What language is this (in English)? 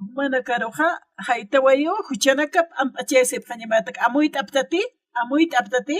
Aymara